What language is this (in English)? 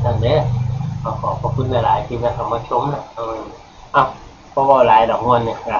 Northeastern Thai